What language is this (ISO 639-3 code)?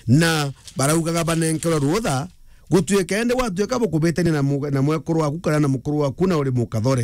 mer